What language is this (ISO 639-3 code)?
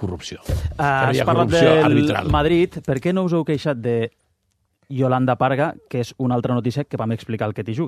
cat